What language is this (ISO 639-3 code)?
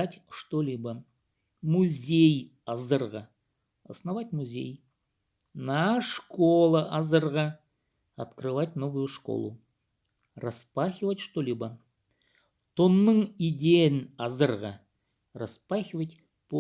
kjh